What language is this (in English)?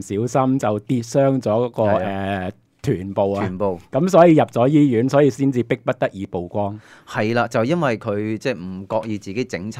Cantonese